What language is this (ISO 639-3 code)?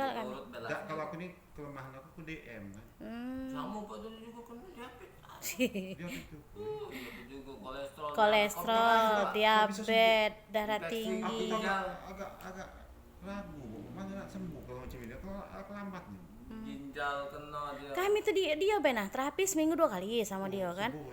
mui